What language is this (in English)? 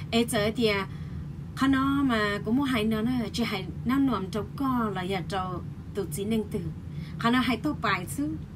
Hmong